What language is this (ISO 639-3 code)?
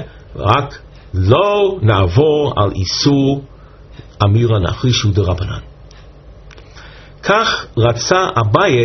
heb